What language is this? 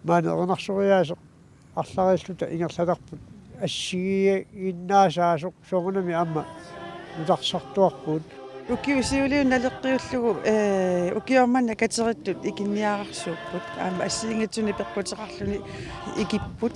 Kalaallisut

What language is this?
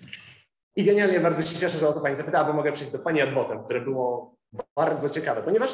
Polish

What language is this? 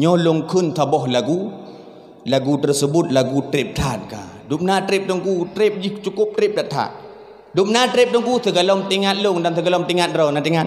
Achinese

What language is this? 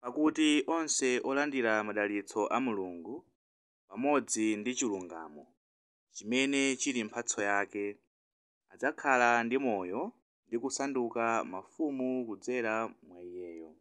Nyanja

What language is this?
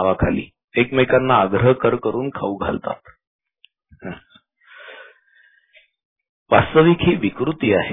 Marathi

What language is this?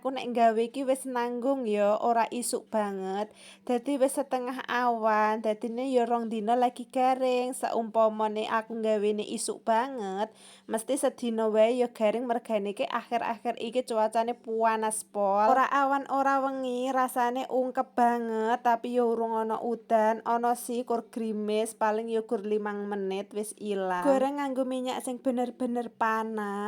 Javanese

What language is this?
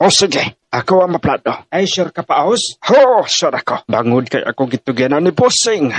Hiligaynon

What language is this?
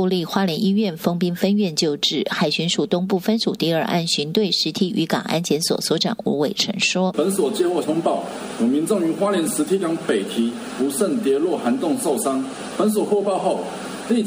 Chinese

